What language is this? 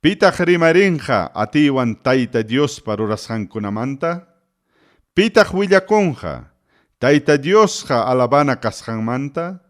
Ayacucho Quechua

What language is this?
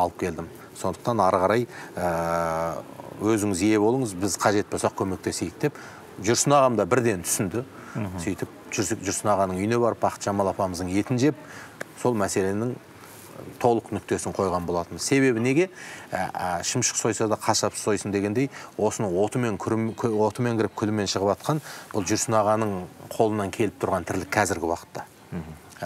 Kazakh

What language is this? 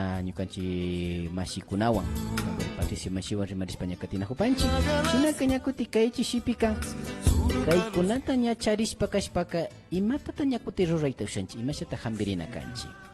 Imbabura Highland Quichua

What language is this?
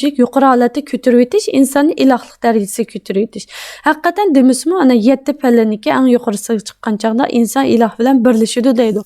Uyghur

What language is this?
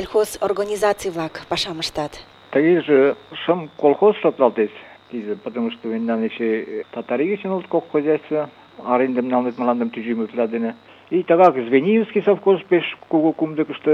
Mari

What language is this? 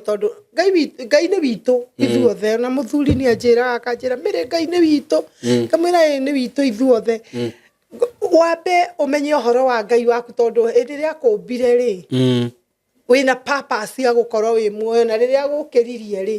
Kikuyu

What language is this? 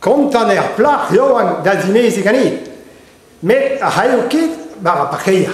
Breton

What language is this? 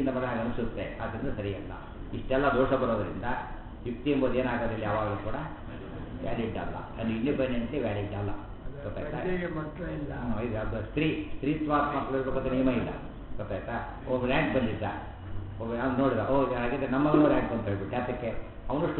Kannada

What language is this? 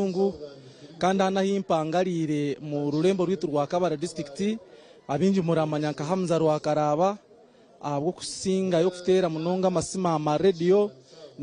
Nyankole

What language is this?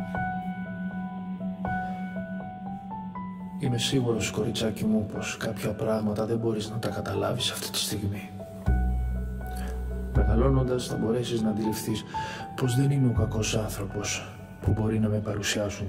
Greek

